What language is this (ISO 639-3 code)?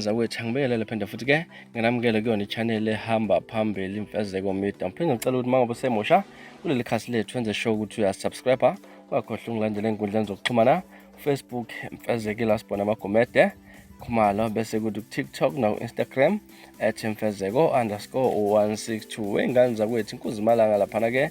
zul